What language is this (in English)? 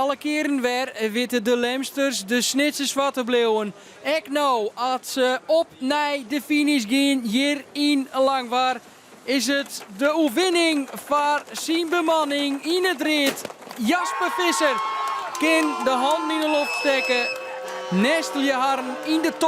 Western Frisian